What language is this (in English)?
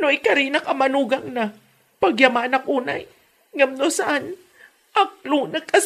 Iloko